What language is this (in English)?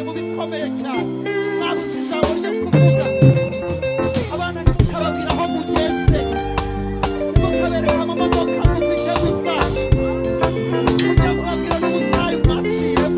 Kinyarwanda